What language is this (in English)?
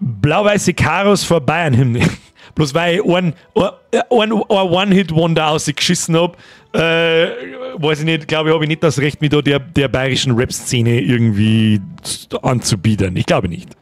Bavarian